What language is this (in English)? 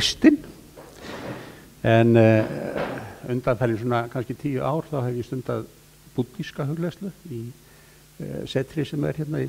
Icelandic